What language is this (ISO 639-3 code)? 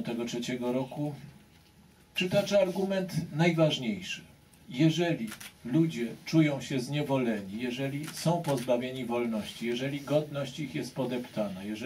pol